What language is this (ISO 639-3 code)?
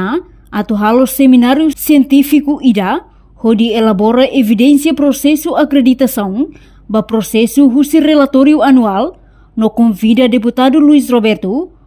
tet